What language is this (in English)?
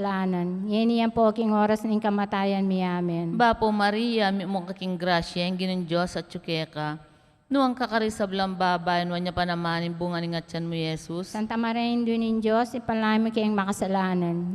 Pampanga